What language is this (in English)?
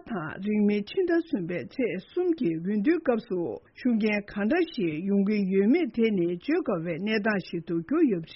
Tibetan